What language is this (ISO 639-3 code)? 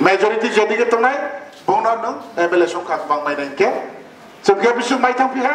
trp